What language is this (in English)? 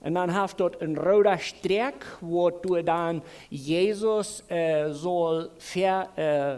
Plautdietsch